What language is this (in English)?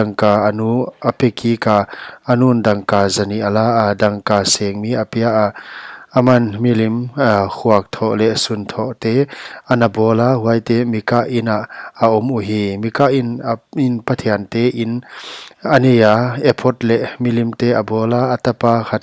Paite Chin